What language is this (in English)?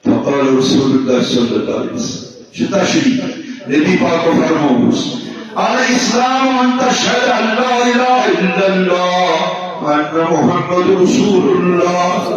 Kashmiri